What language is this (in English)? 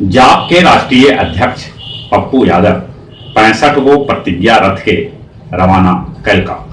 Magahi